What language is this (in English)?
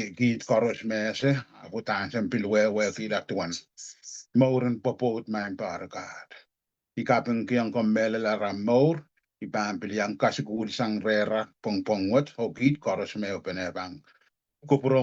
Pohnpeian